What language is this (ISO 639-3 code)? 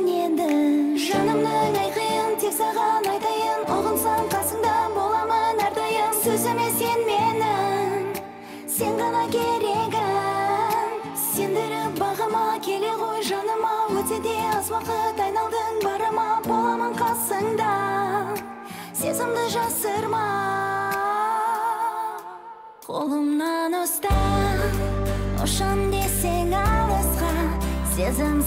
kaz